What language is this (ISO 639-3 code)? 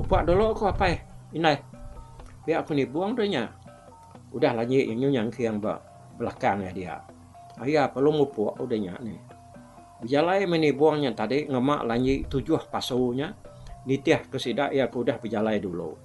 iba